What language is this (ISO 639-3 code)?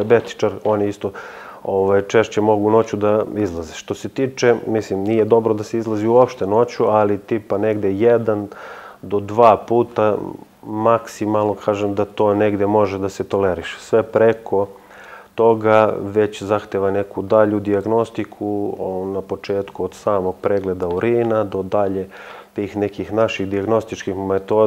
srp